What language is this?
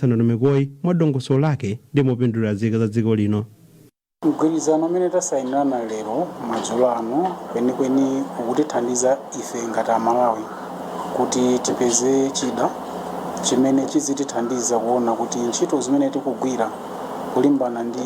Nyanja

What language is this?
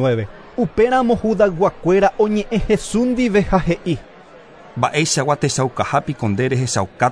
Guarani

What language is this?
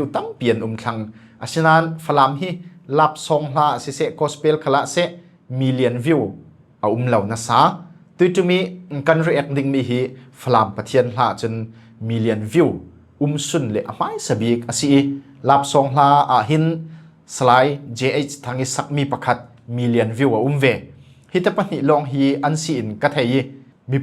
Falam Chin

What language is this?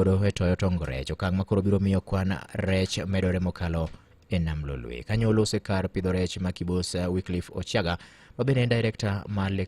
Luo (Kenya and Tanzania)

